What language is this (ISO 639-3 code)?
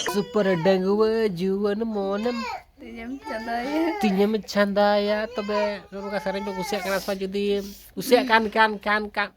sat